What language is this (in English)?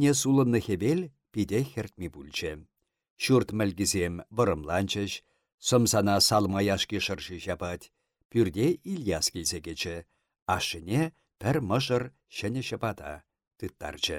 Chuvash